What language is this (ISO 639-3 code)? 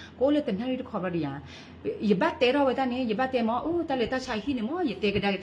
ksw